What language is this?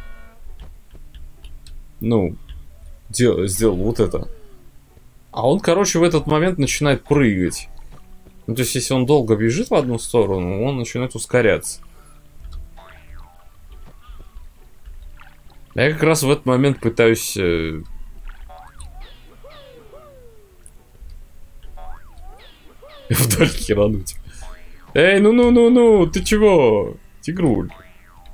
Russian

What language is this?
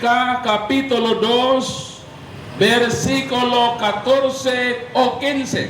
Cebuano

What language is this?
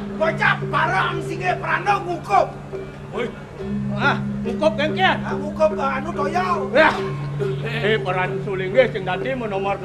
Balinese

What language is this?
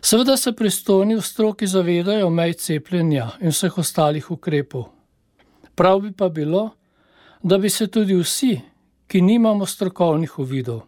Slovenian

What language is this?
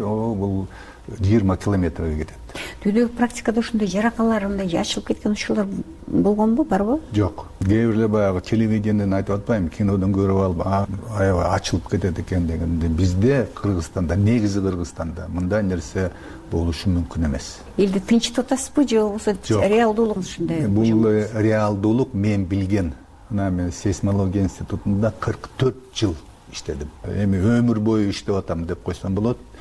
Kyrgyz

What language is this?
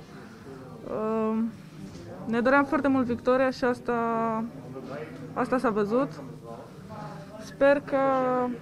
Romanian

